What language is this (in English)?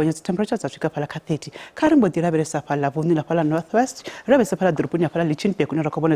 Venda